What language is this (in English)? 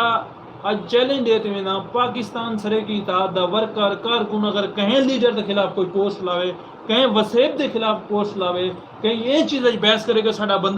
Saraiki